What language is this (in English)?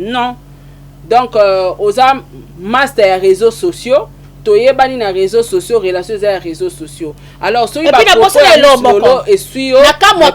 Lingala